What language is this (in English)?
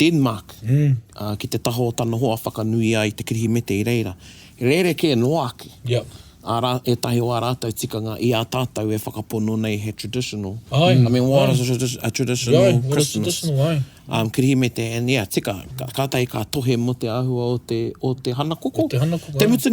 Māori